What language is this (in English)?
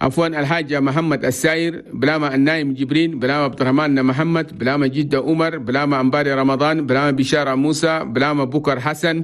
Chadian Arabic